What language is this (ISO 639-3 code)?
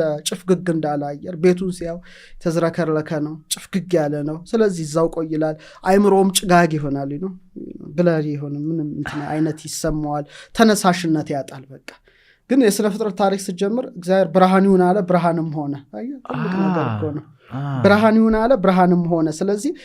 amh